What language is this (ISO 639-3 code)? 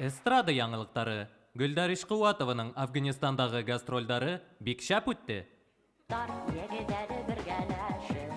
bak